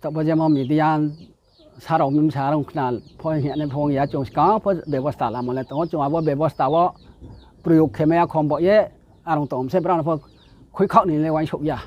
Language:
Riang (India)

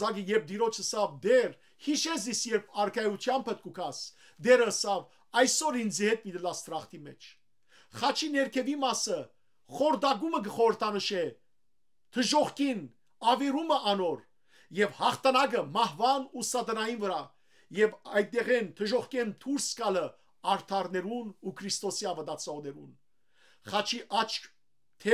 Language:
Western Armenian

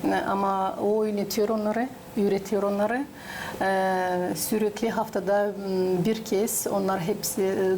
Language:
Gagauz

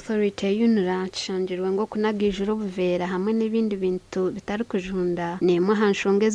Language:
Nyankole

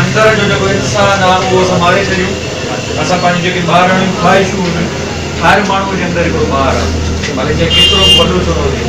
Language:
Sindhi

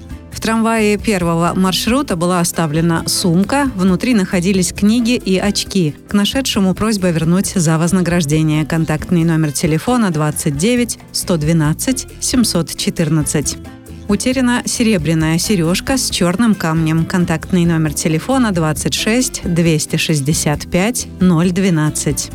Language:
Russian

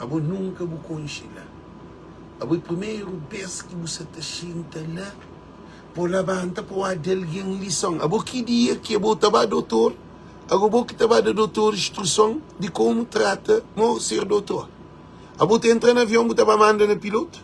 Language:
Kabuverdianu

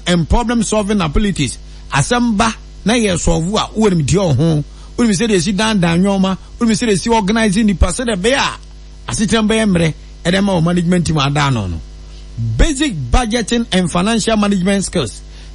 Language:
Akan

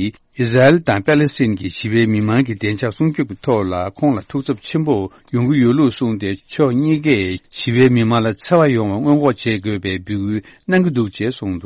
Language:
Tibetan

